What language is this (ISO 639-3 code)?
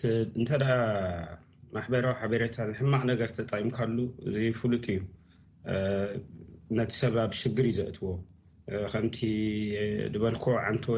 tir